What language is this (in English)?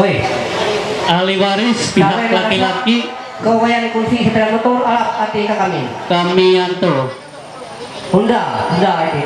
Ma'anyan